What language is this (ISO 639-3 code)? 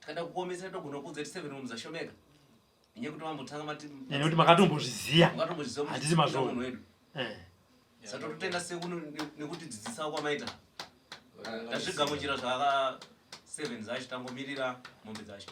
sna